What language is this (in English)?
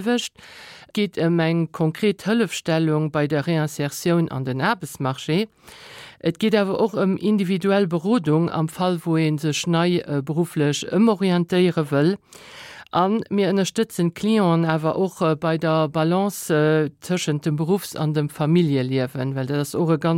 Luxembourgish